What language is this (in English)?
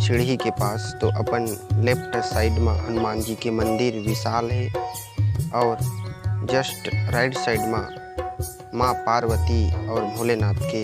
Chhattisgarhi